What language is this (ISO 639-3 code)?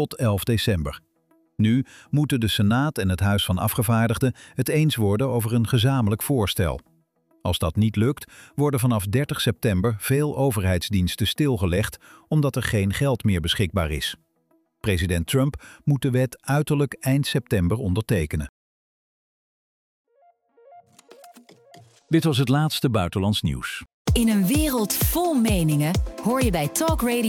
nld